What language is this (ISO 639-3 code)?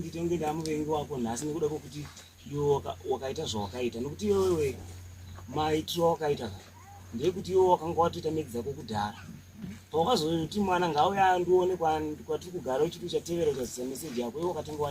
sna